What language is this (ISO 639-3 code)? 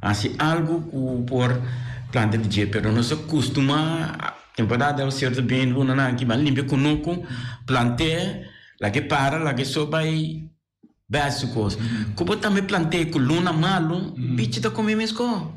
pap